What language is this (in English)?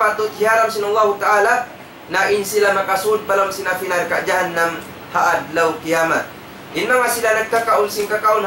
Tausug